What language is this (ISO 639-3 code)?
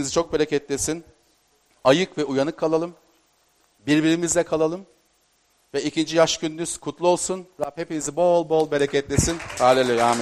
tur